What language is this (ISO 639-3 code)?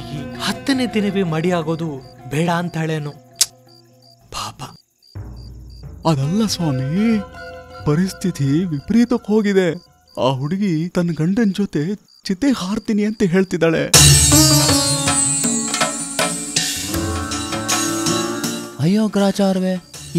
kan